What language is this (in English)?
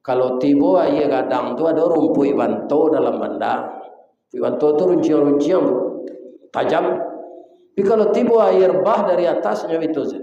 Minangkabau